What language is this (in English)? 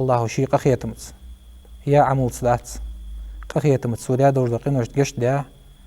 Ingush